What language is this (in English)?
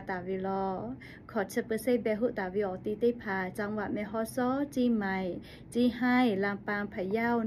Lahu